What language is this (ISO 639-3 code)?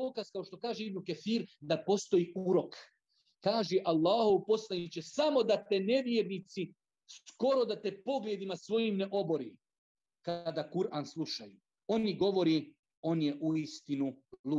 bos